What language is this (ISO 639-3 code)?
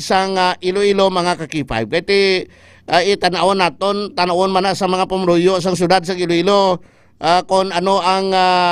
hil